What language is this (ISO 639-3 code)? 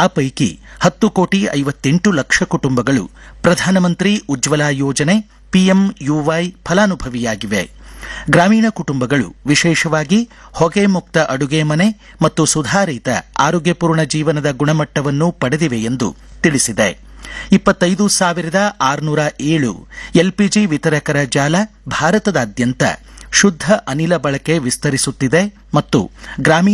kan